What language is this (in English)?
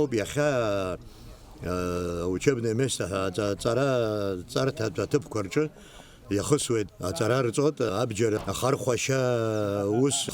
Abkhazian